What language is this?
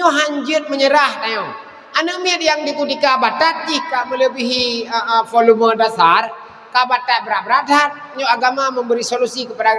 Achinese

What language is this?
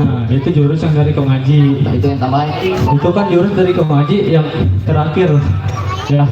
Betawi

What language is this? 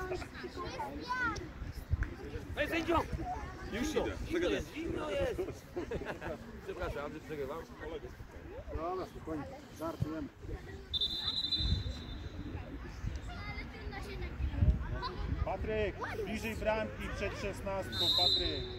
Polish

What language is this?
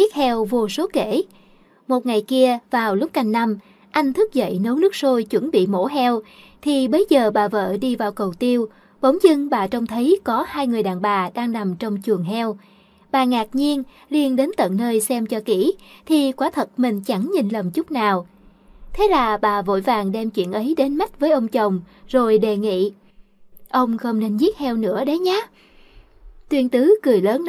Vietnamese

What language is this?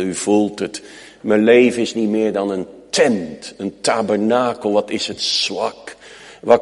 Dutch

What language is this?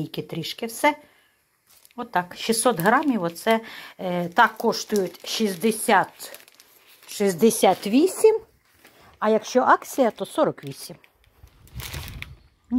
Ukrainian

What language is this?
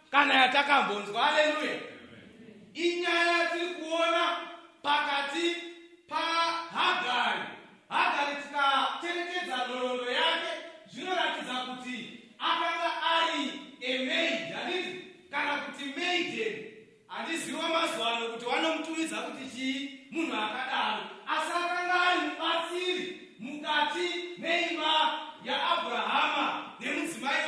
Shona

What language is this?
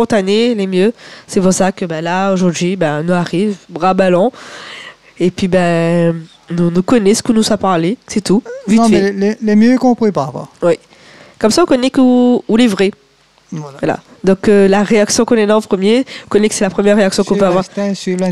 Réunion Creole French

